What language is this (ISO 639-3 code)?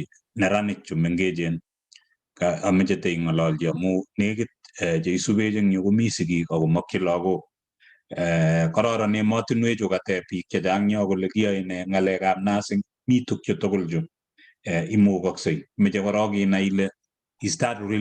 kln